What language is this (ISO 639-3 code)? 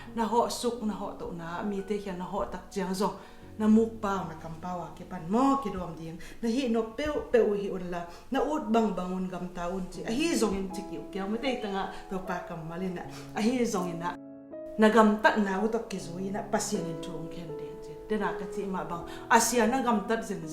ctd